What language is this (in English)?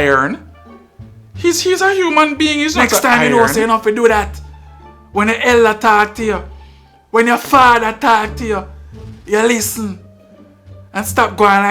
Jamaican Creole English